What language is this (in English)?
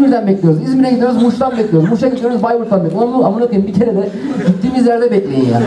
Turkish